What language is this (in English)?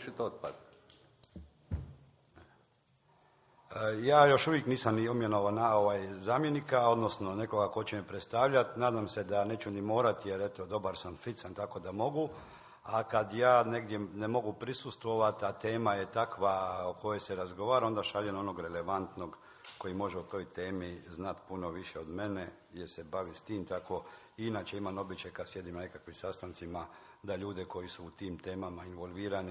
Croatian